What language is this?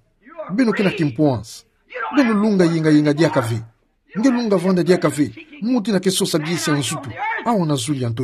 Kituba (Democratic Republic of Congo)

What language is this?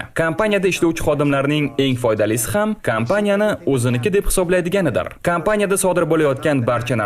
Uzbek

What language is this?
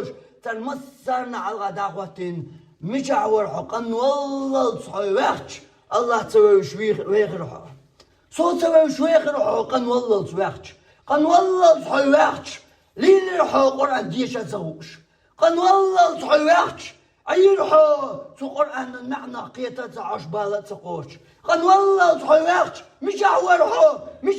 Chechen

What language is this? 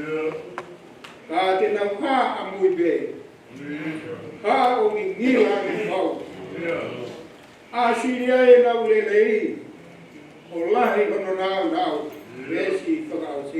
Tongan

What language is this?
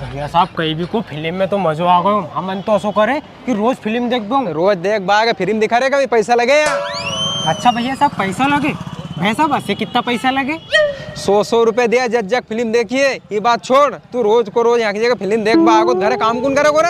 Rajasthani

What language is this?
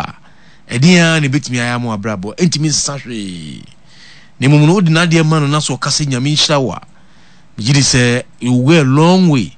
Akan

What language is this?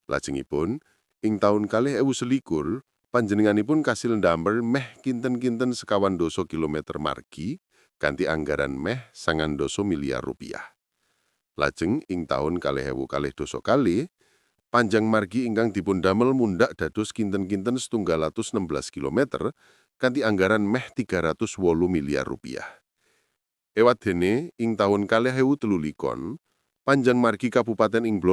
Javanese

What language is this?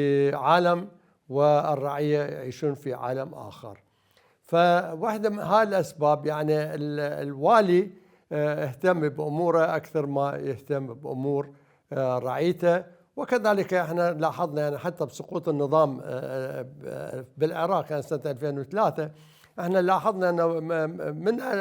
Mesopotamian Arabic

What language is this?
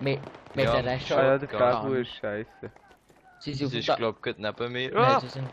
Swiss German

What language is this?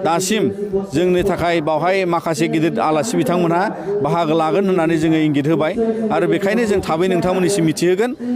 Bodo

